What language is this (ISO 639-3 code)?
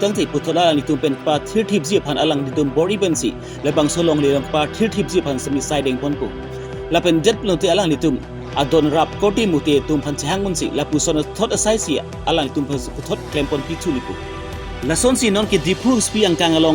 mjw